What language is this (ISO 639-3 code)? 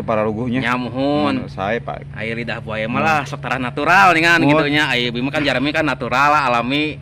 sun